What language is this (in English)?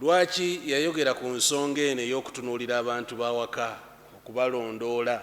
Ganda